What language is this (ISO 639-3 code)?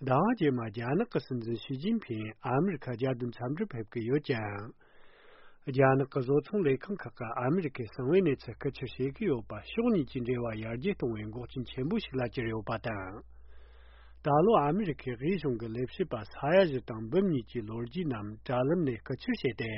bod